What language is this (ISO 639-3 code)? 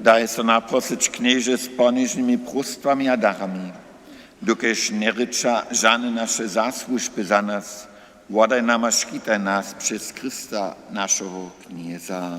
hsb